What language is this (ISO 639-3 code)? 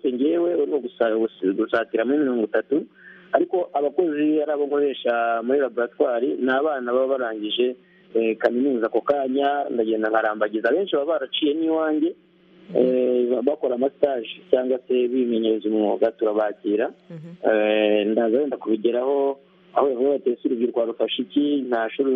kin